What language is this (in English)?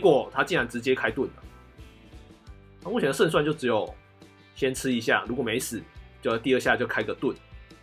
Chinese